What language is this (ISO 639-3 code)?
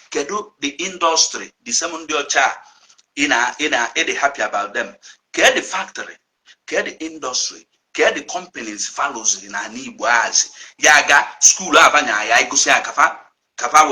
ibo